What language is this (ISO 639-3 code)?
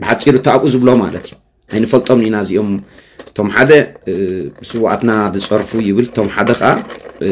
tir